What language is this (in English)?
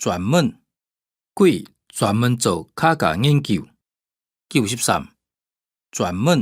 Hakka Chinese